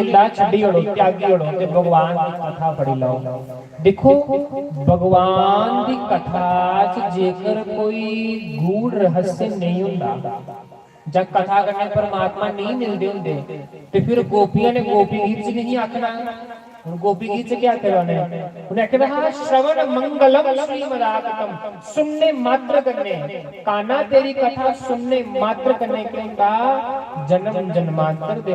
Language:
Dogri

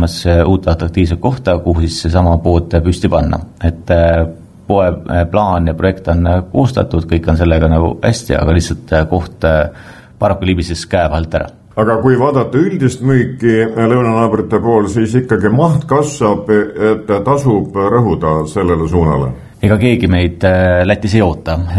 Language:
Estonian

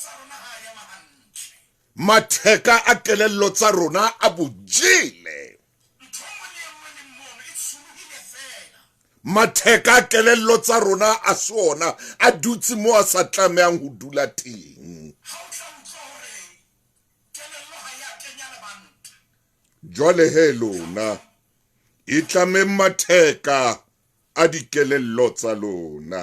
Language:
Southern Sotho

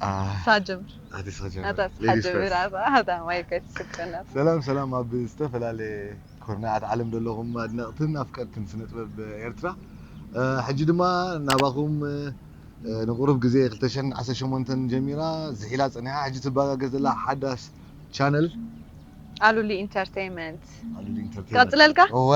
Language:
Tigrinya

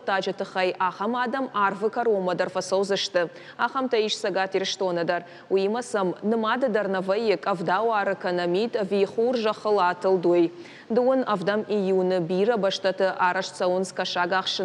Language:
Ossetic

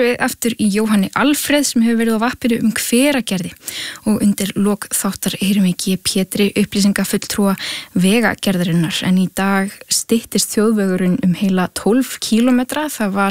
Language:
Icelandic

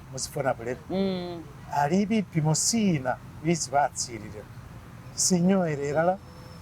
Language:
Masaaba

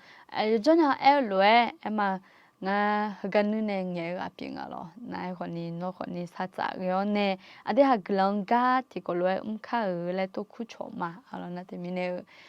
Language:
Akha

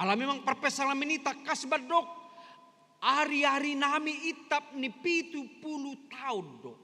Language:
Batak Toba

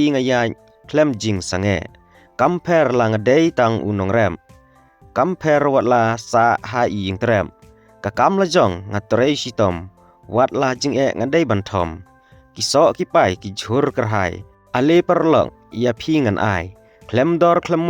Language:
Khasi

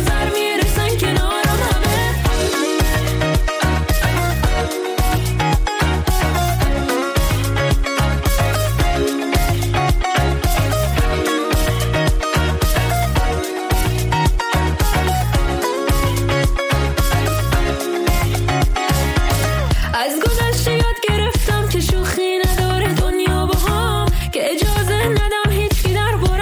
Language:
Persian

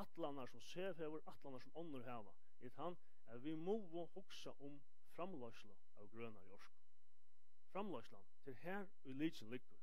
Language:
Faroese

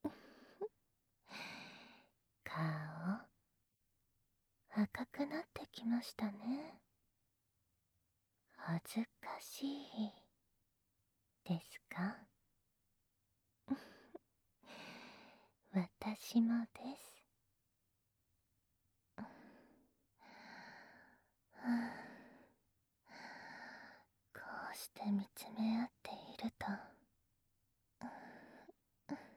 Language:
Japanese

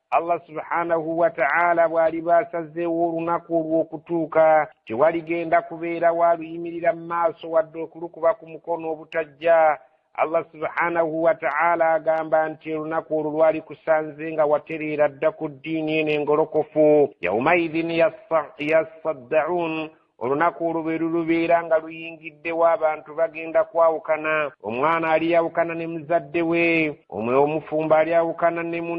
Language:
Ganda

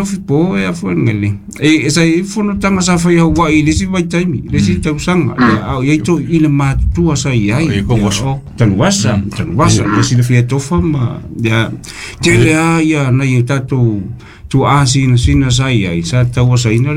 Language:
Samoan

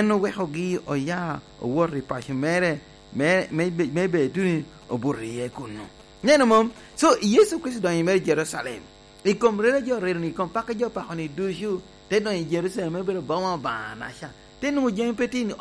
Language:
Lango (Uganda)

